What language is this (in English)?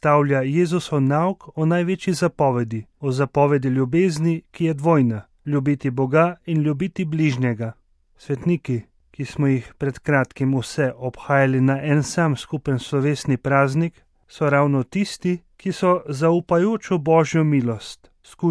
Slovenian